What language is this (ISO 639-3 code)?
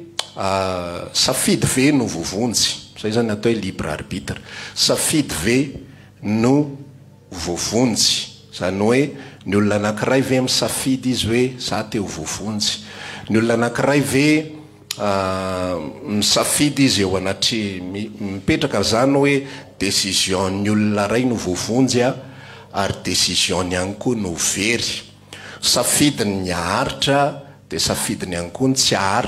mlg